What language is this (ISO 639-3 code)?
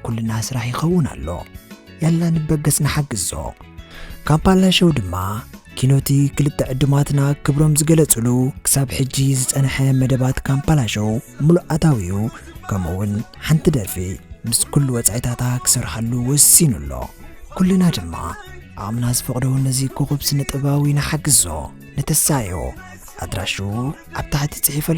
tir